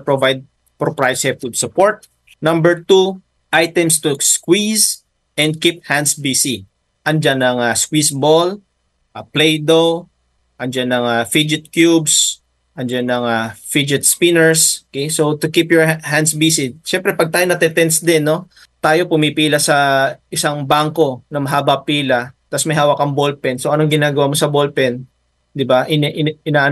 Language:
Filipino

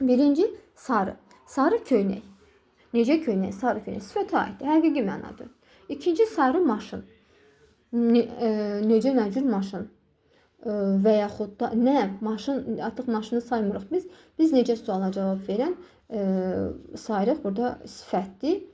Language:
Azerbaijani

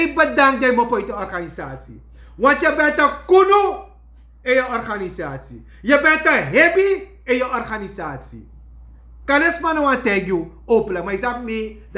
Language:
Sranan Tongo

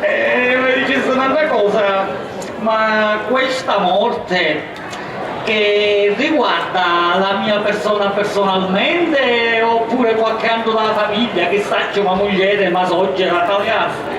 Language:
Sicilian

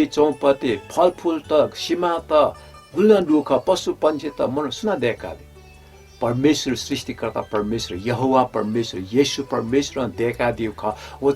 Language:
Newari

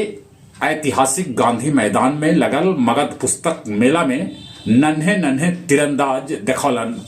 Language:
Magahi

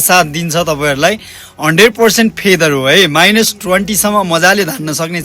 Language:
Nepali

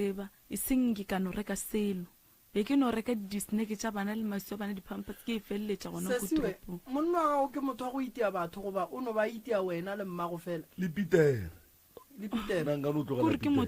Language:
Northern Sotho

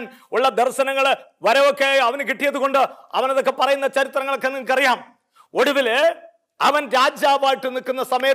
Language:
Malayalam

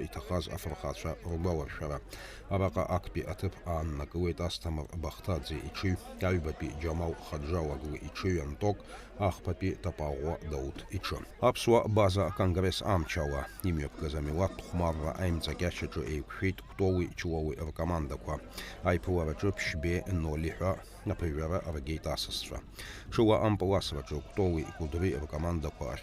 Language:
Abkhazian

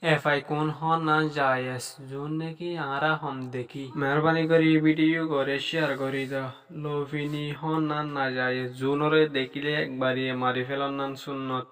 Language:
Rohingya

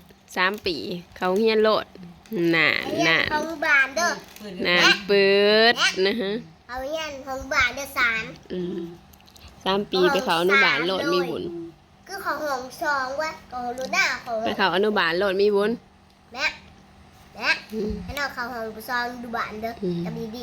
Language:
Northeastern Thai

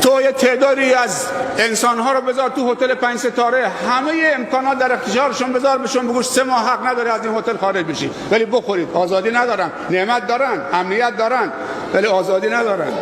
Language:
Persian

